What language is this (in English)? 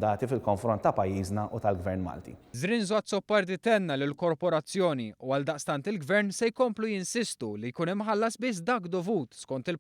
Maltese